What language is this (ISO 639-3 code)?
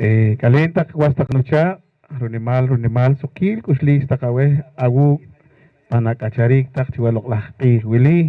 poh